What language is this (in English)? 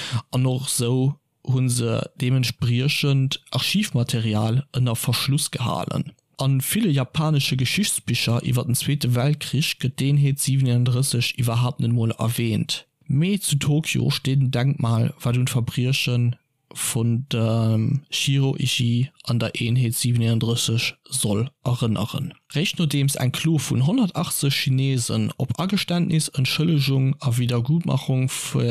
Luxembourgish